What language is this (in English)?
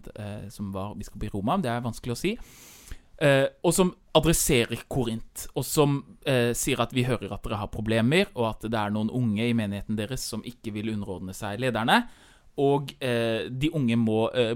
Norwegian